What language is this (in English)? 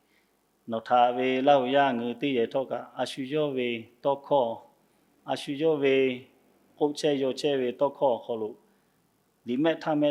Lahu